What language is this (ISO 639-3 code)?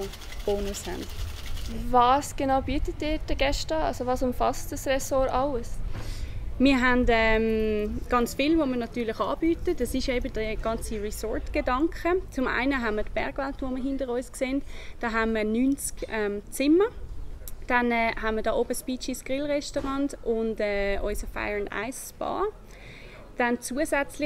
gsw